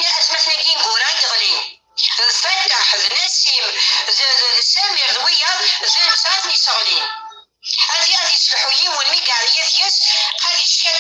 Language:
Kabyle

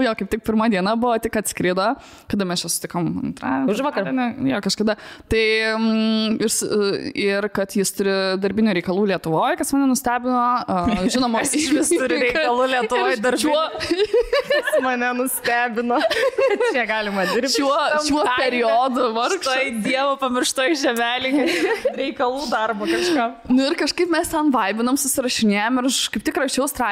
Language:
Lithuanian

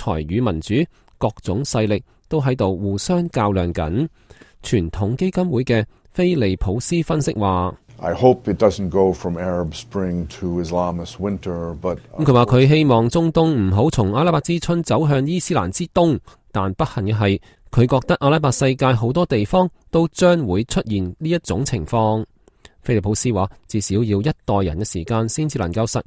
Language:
Cantonese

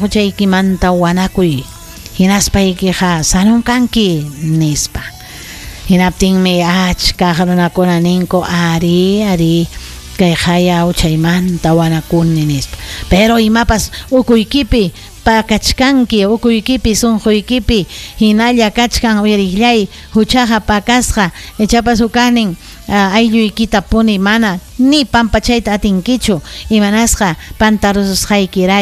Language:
Ayacucho Quechua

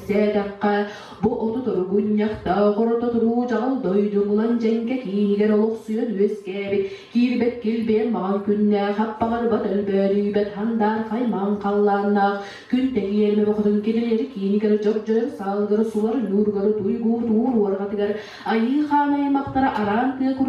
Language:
Yakut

